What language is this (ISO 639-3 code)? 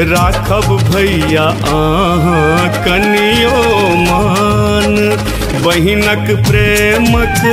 mai